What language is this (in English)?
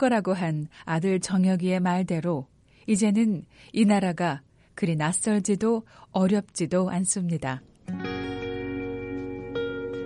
Korean